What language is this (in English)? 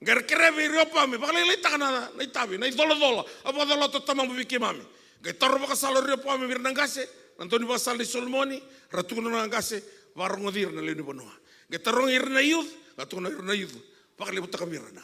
Fijian